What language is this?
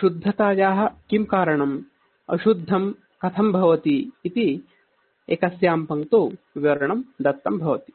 Sanskrit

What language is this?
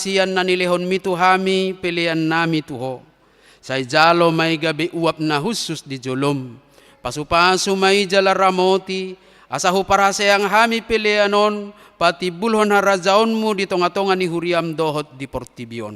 Batak Toba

